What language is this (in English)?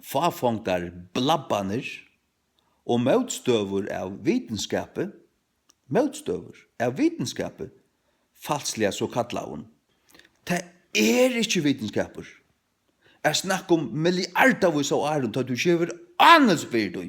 Faroese